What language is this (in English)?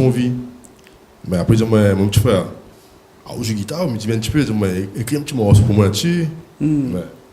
Réunion Creole French